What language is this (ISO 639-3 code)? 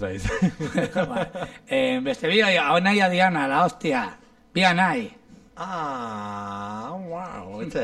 eus